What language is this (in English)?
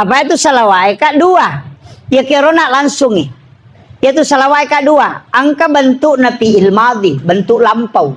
Buginese